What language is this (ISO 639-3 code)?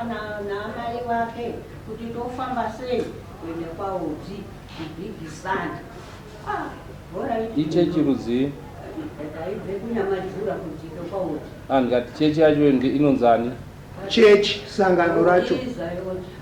sna